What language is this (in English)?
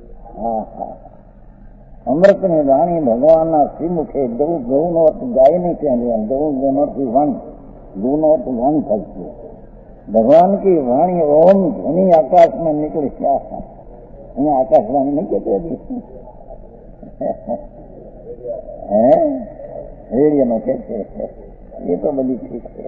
Hindi